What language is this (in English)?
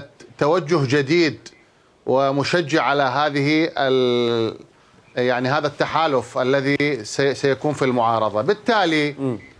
Mesopotamian Arabic